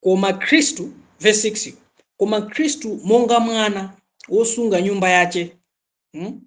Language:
Nyanja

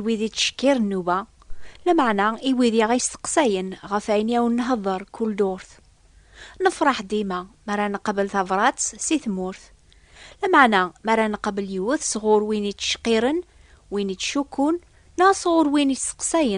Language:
Kabyle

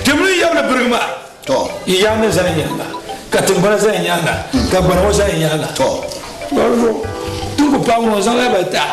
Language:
Dagbani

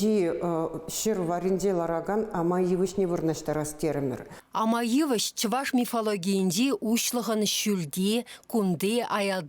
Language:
Chuvash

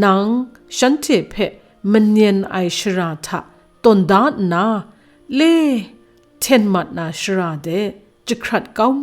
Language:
Kachin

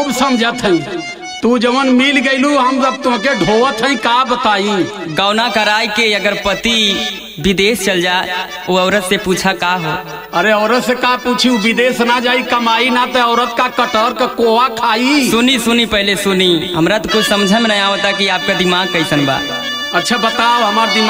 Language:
Bhojpuri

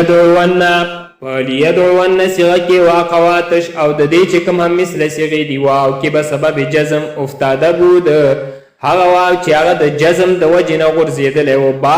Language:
Pashto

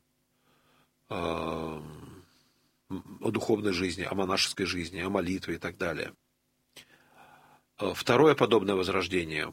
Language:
Russian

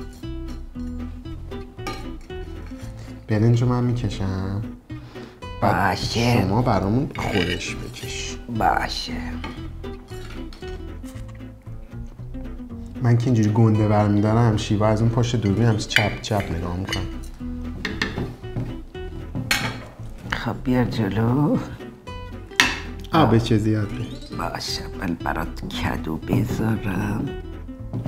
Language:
Persian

